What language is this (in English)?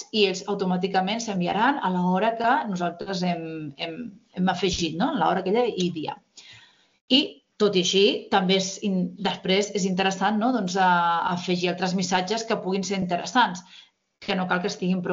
Catalan